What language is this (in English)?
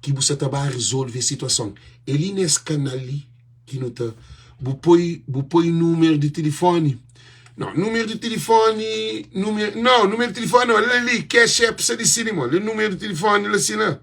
Kabuverdianu